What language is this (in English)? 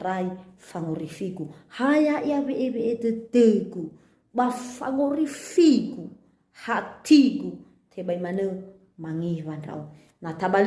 Nias